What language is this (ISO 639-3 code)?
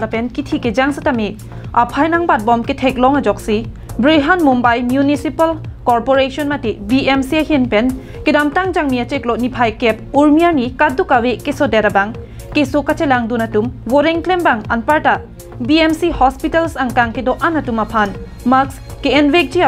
mjw